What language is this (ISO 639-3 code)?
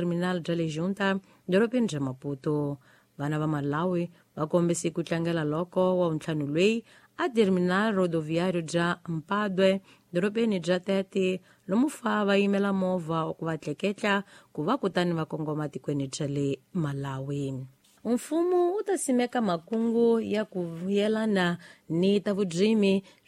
tso